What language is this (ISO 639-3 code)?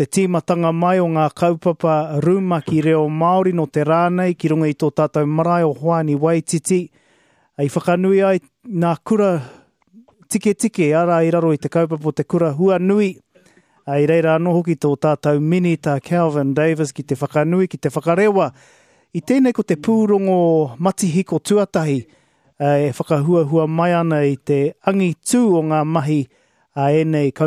mri